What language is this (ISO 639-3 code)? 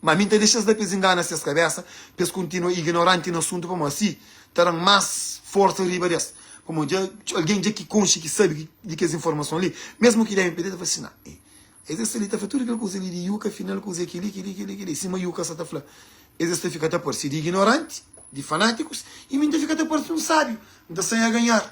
kea